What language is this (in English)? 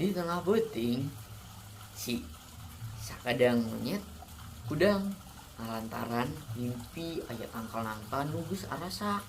Sundanese